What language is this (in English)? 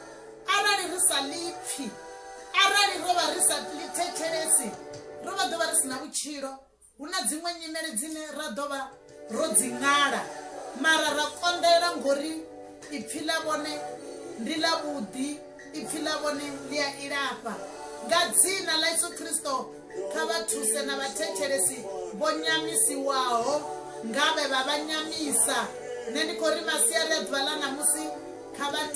Venda